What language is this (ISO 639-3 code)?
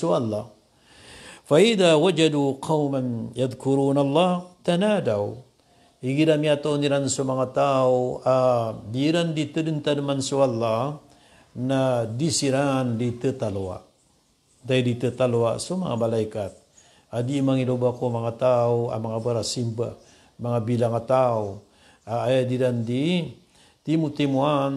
mrw